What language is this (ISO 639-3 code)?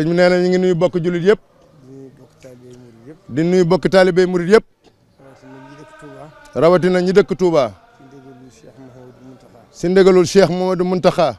wol